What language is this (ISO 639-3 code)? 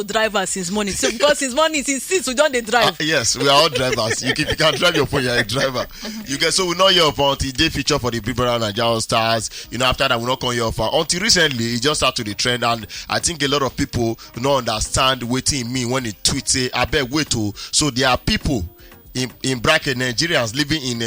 pcm